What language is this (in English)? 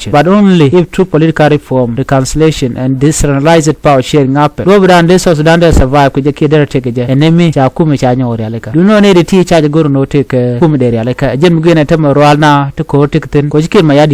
Nuer